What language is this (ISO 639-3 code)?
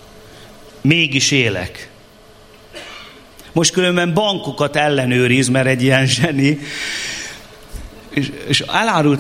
hun